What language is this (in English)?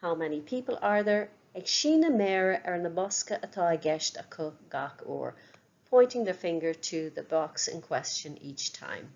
Irish